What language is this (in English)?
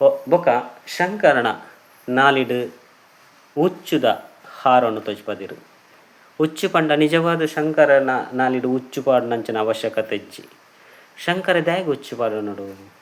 Tulu